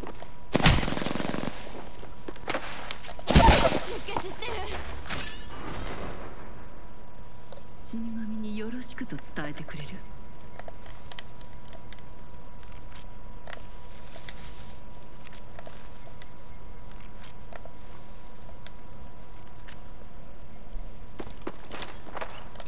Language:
Japanese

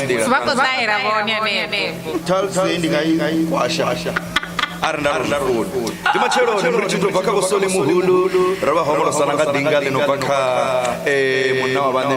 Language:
Venda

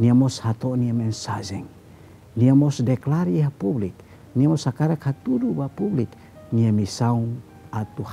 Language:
Tetum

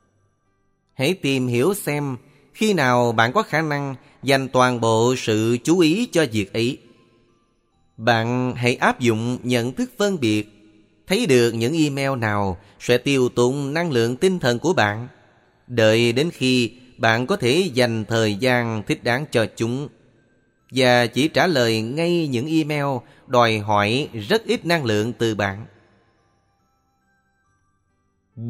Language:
Vietnamese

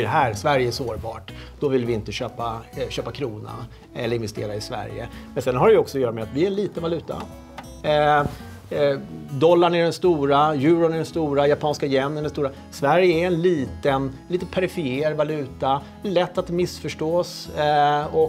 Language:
Swedish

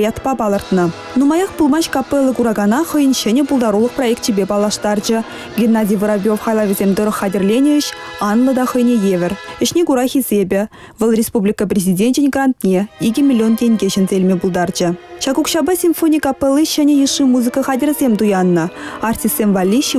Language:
Chuvash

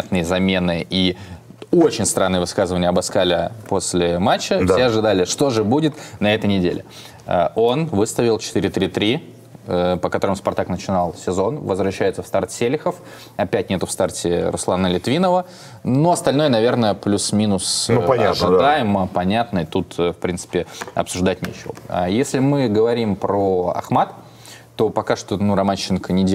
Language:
Russian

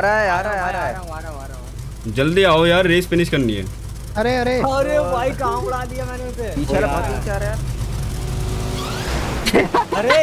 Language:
Hindi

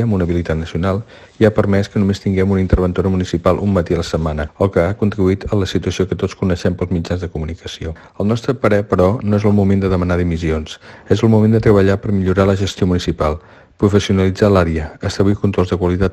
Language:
Catalan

